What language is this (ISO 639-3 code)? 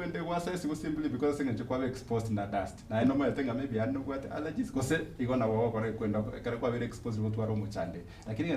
guz